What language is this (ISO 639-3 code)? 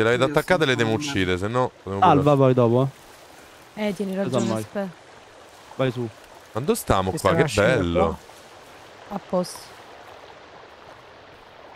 ita